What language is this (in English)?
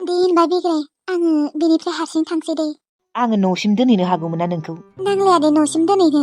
Bodo